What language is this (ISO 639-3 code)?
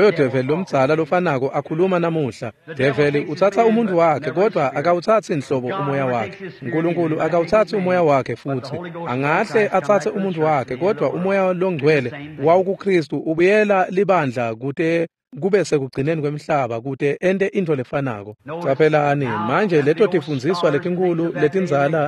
ssw